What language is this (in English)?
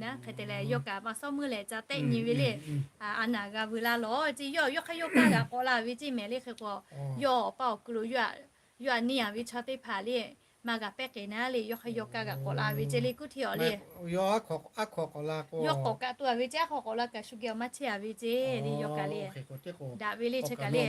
Lahu